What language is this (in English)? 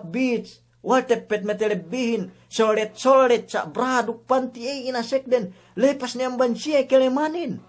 Yakan